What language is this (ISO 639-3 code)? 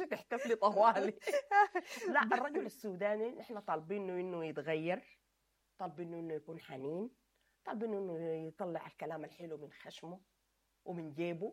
apd